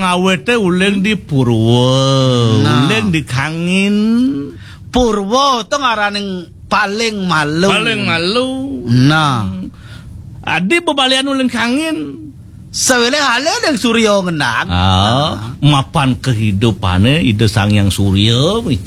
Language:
Balinese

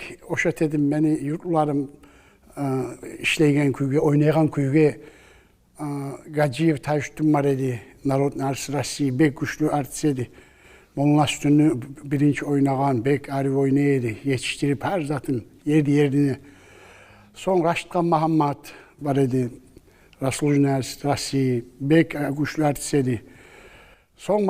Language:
Kumyk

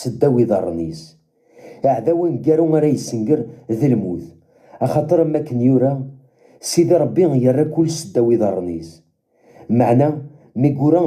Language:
Kabyle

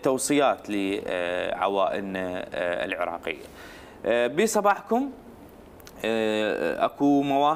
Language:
Mesopotamian Arabic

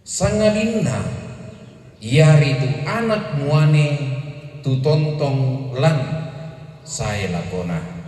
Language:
Toraja-Sa'dan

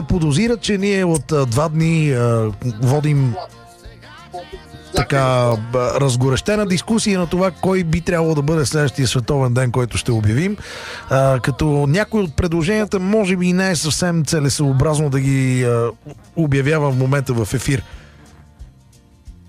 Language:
Bulgarian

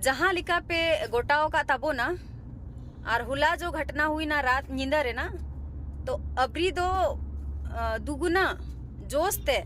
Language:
Santali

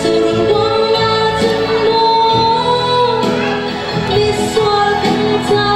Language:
Hakha Chin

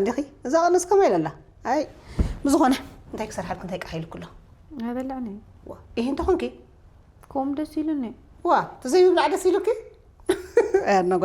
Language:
Tigrinya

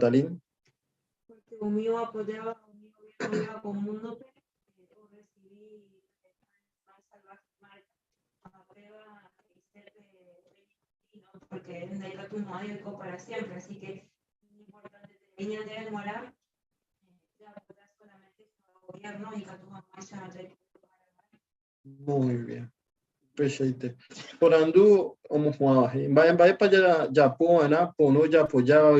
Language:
Guarani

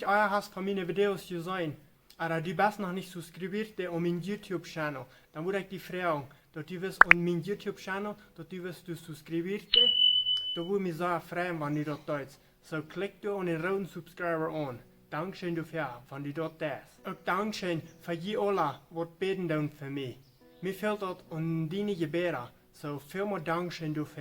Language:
Plautdietsch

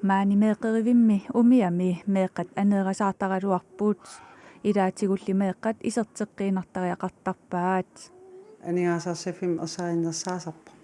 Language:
Kalaallisut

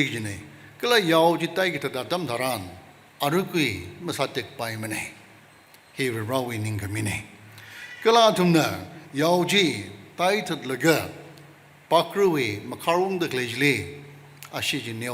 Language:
Tangkhul Naga (India)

